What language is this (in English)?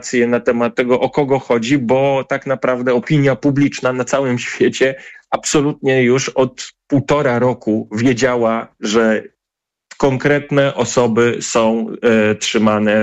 Polish